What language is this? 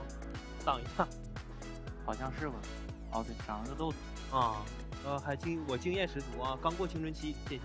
Chinese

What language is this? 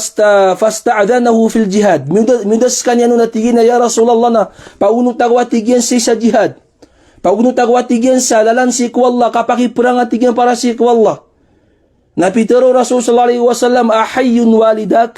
Maranao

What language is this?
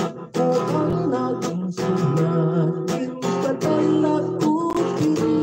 Hiligaynon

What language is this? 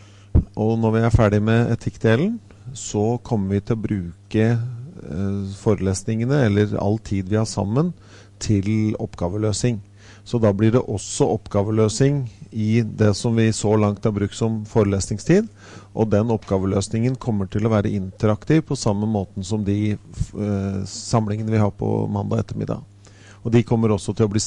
Norwegian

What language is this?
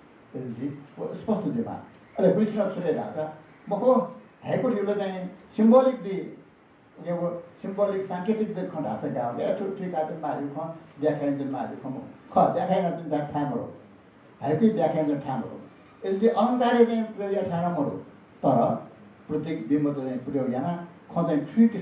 Newari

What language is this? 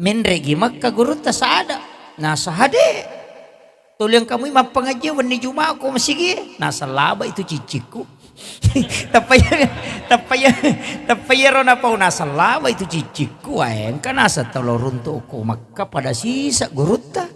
Buginese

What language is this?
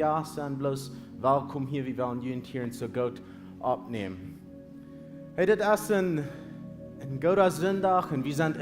Plautdietsch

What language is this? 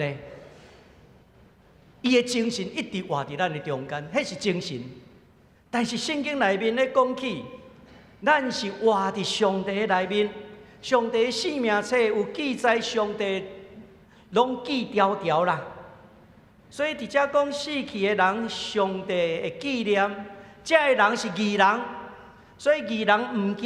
Min Nan Chinese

